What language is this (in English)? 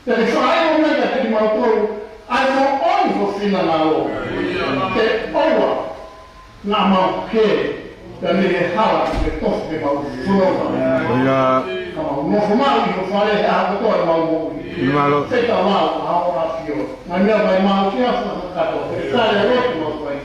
Tongan